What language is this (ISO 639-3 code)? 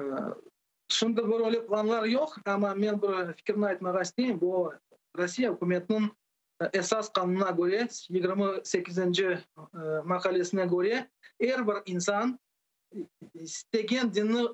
crh